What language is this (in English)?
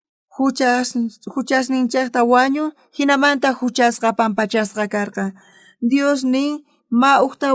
South Bolivian Quechua